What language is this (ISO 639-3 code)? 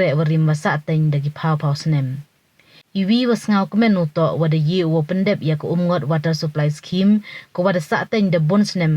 pbv